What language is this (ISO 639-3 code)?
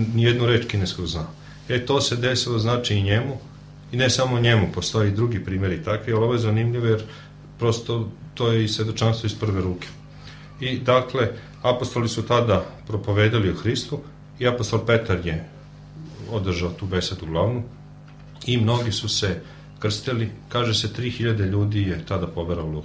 srp